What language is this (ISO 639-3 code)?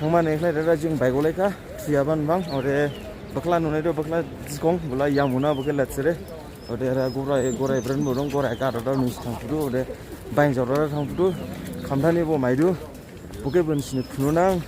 dis